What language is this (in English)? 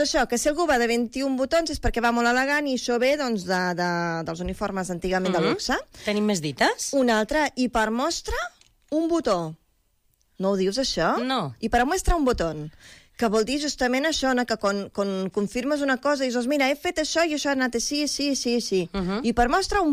Catalan